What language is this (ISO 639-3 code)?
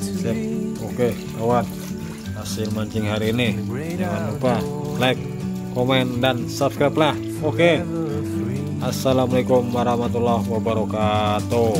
bjn